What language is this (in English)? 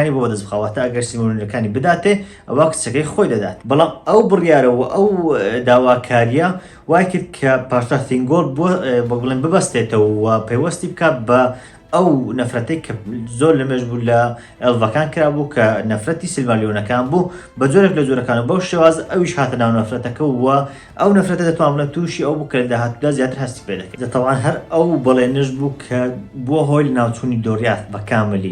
Central Kurdish